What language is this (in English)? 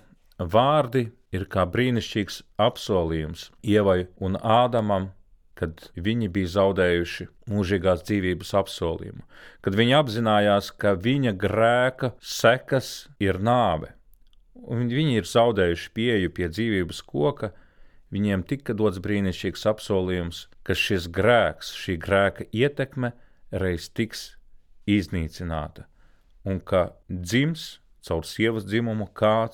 Latvian